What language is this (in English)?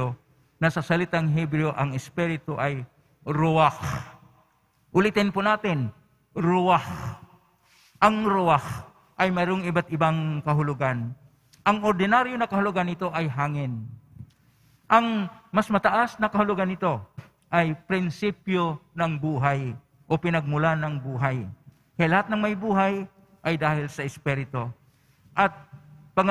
Filipino